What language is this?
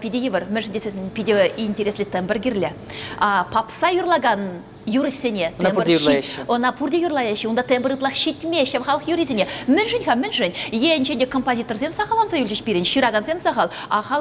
Chuvash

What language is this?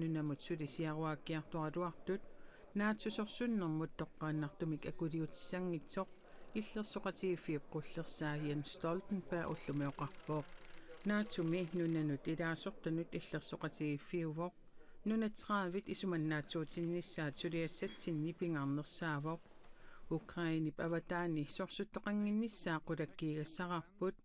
Kalaallisut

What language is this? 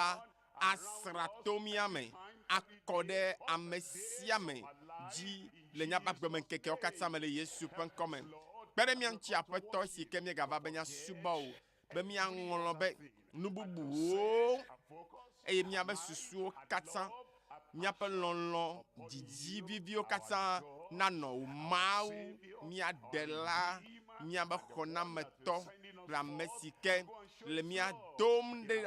Ewe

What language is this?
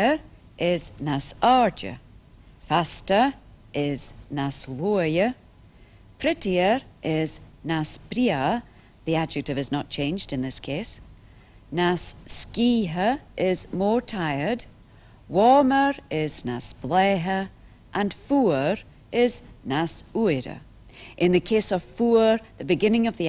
Scottish Gaelic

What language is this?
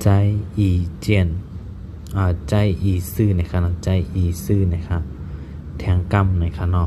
Shan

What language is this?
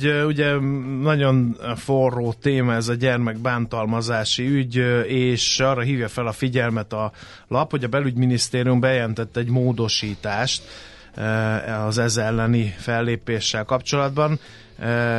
Hungarian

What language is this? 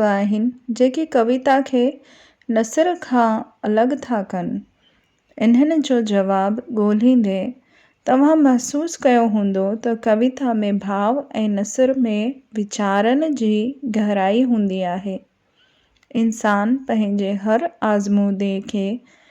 Sindhi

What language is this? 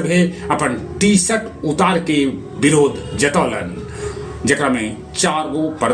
Magahi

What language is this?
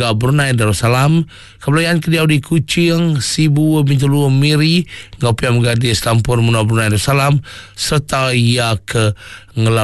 Iban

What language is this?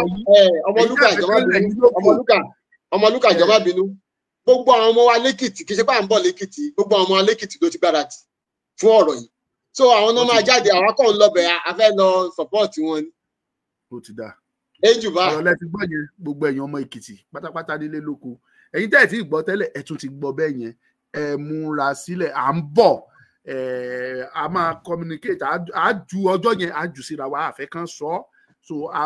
Yoruba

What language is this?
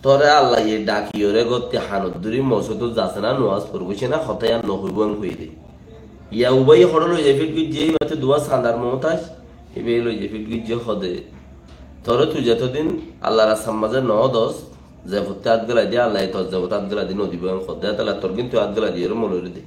Rohingya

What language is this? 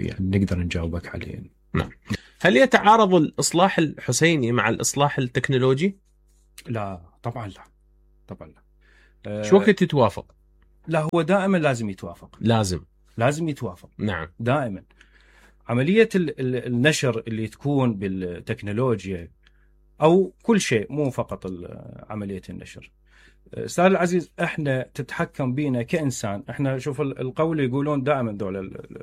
Mesopotamian Arabic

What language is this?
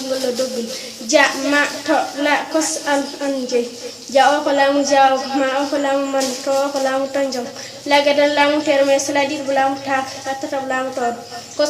Fula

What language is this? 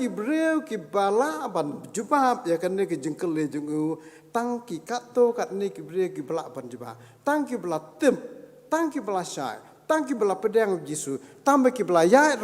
Khasi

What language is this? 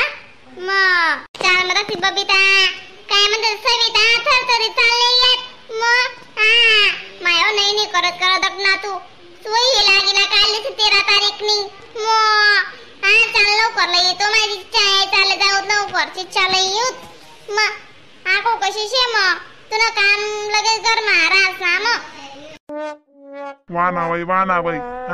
Khandesi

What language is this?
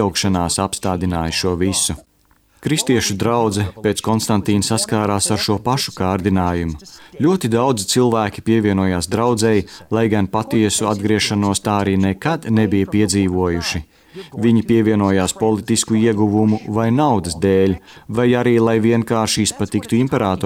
Latvian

